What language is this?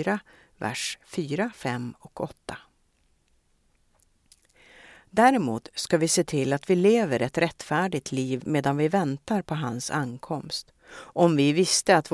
Swedish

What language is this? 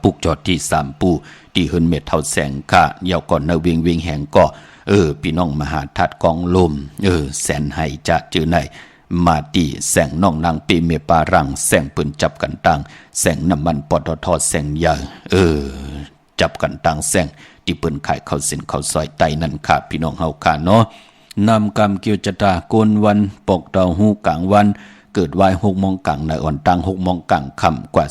Shan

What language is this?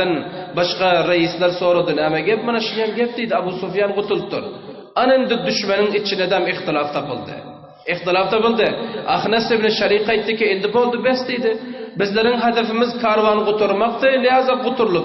Turkmen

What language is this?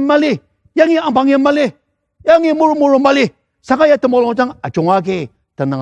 Ao Naga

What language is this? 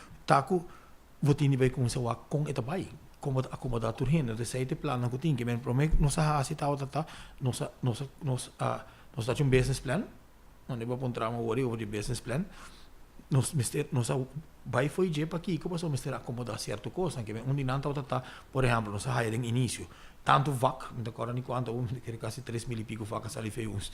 Papiamento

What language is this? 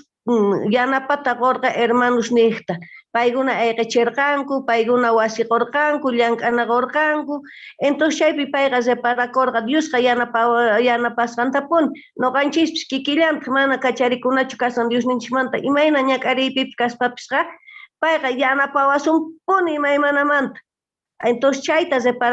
South Bolivian Quechua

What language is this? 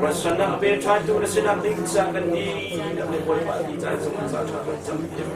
Hakha Chin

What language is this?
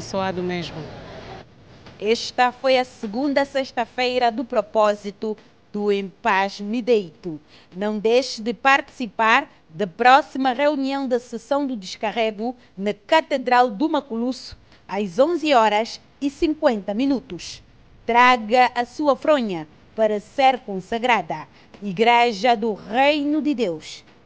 Portuguese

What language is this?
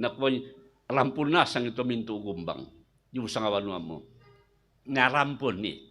Toraja-Sa'dan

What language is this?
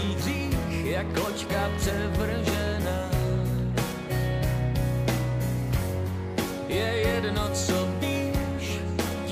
Czech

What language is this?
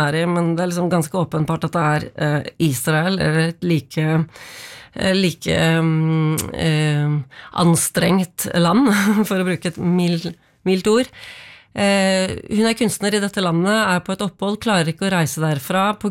Norwegian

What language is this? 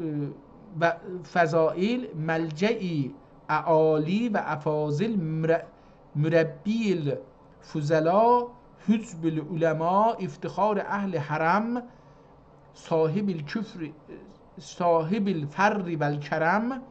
South Azerbaijani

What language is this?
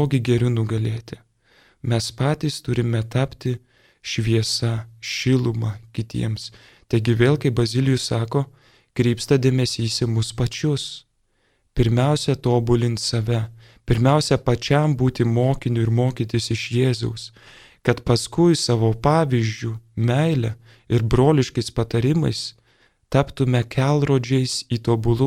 Lithuanian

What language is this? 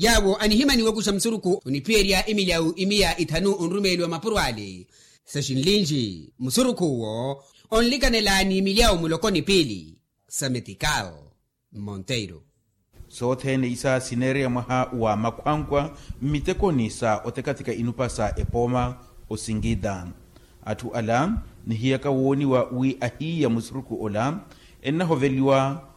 Makhuwa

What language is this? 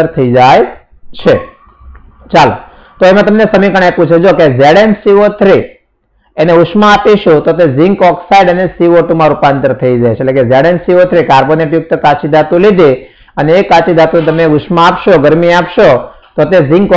Gujarati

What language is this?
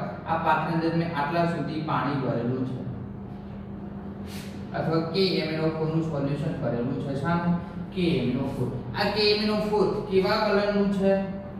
Gujarati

